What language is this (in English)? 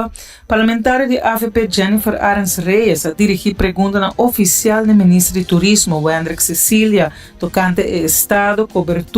Papiamento